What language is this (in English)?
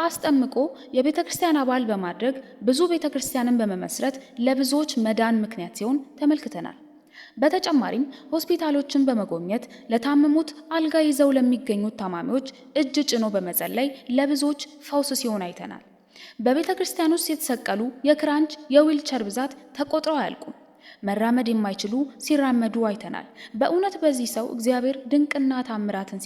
Amharic